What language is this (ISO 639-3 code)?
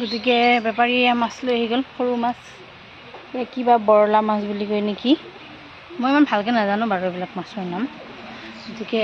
asm